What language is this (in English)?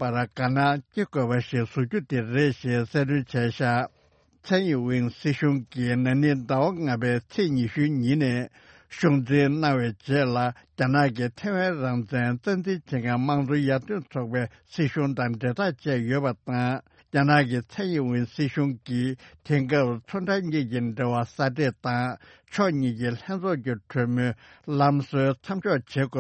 Tibetan